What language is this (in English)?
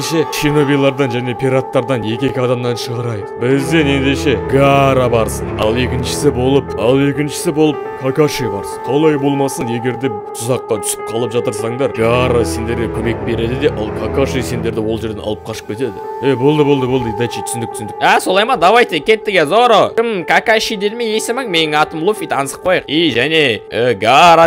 Kazakh